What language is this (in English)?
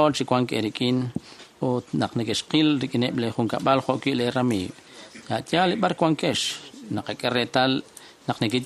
Kekchí